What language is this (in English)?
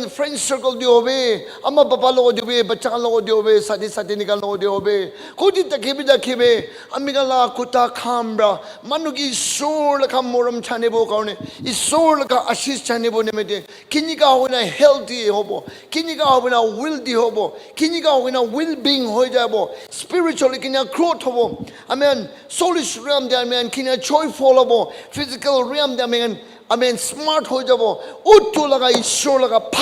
Naga Pidgin